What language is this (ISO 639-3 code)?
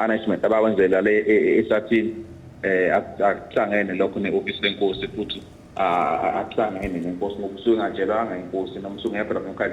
zul